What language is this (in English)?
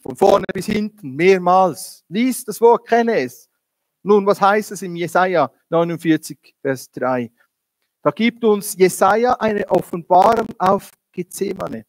Swiss German